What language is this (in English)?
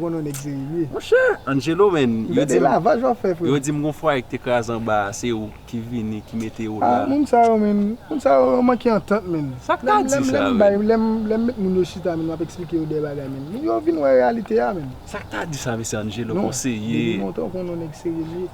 Haitian Creole